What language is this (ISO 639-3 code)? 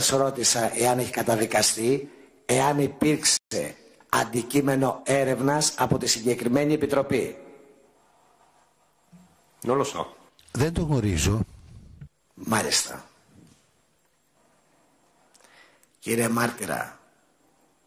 ell